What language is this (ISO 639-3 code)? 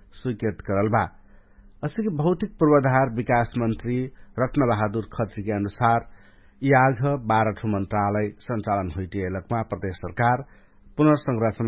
thl